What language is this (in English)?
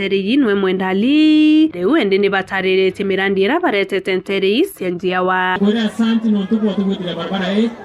Meru